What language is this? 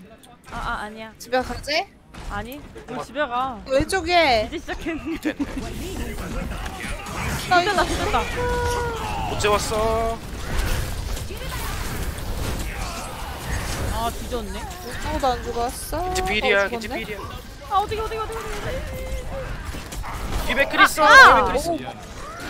Korean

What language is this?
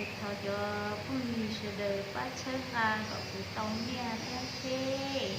Hmong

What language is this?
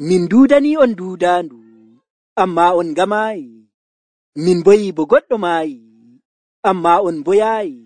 Nigerian Fulfulde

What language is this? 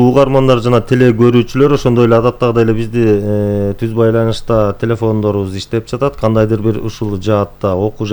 Kyrgyz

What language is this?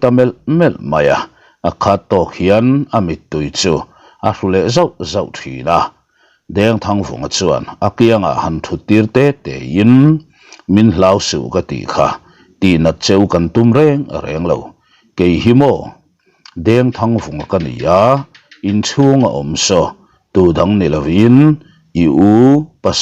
Mizo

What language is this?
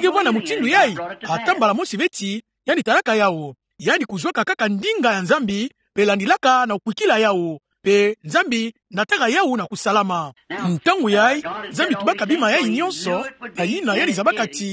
Kituba (Democratic Republic of Congo)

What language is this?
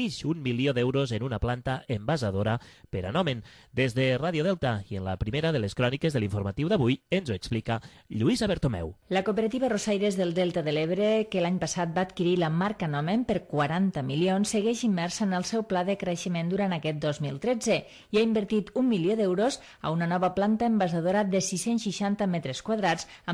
Catalan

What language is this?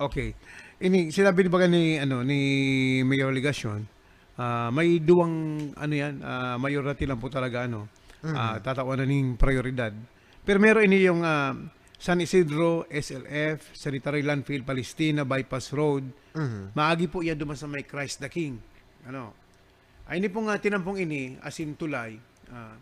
Bikol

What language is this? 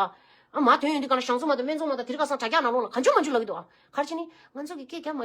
Tibetan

